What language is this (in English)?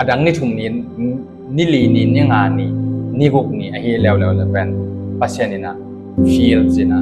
Tedim Chin